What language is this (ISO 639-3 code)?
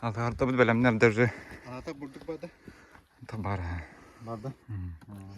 sah